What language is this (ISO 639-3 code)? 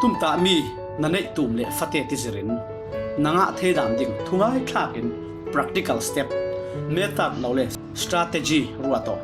cfm